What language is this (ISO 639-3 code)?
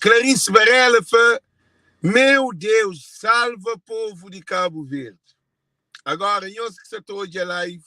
kea